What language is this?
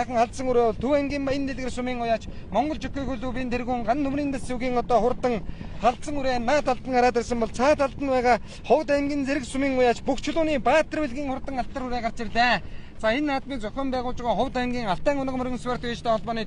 Mongolian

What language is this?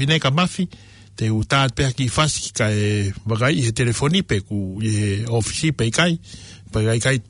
Tongan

